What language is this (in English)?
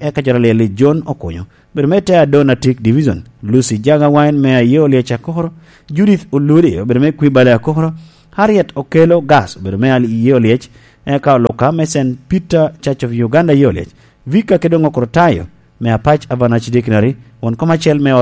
Lango (Uganda)